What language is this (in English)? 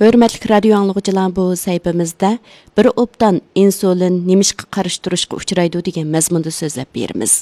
Uyghur